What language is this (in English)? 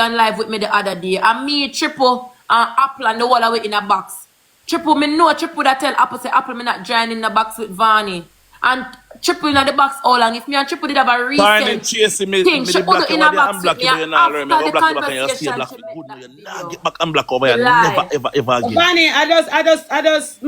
Jamaican Creole English